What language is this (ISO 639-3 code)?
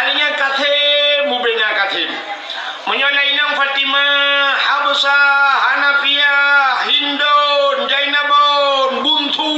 ace